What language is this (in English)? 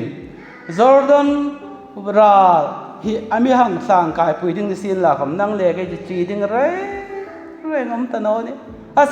Hmar